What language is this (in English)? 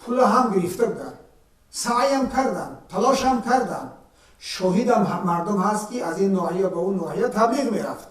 Tajik